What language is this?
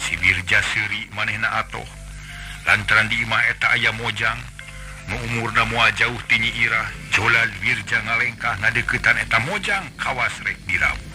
Sundanese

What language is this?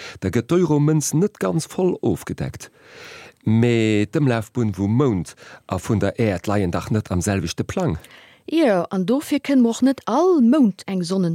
Luxembourgish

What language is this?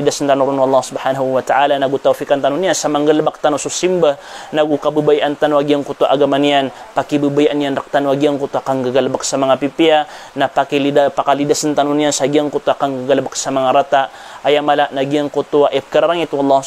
Maranao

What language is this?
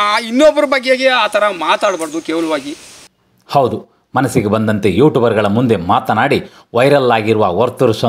Kannada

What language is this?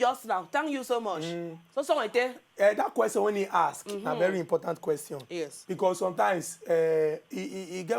Nigerian Pidgin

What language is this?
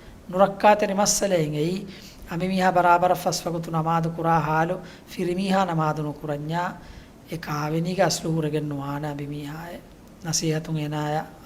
Divehi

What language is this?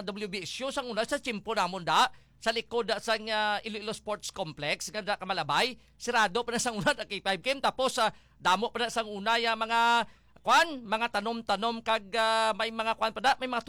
Hiligaynon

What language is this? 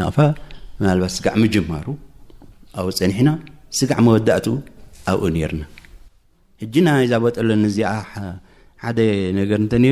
Tigrinya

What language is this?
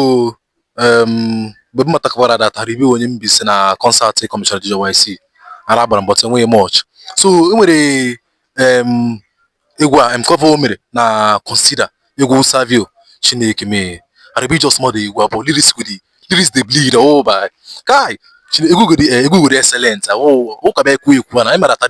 Igbo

